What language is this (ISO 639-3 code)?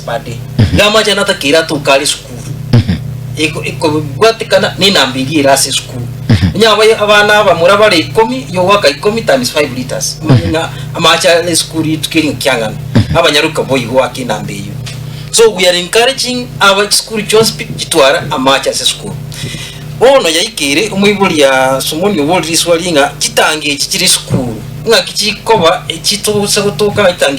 guz